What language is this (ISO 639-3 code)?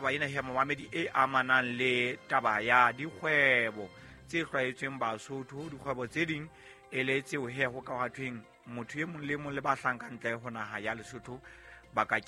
sot